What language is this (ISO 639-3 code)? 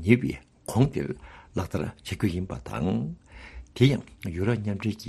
bod